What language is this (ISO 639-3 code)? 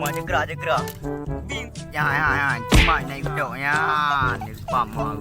ace